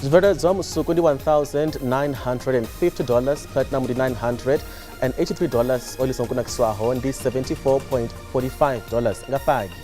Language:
Venda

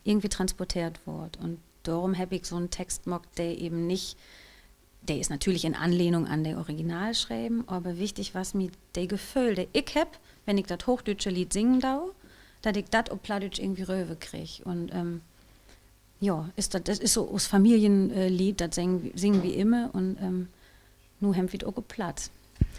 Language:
Low German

